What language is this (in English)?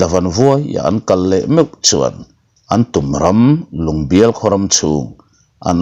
Mizo